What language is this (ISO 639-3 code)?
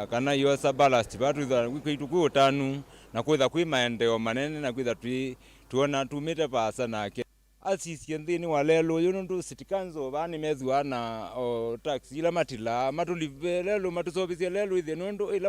kam